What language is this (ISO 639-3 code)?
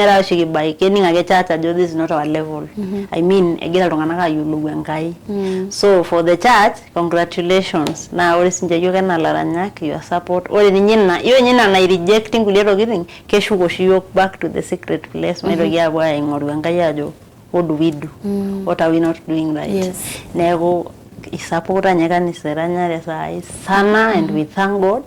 mas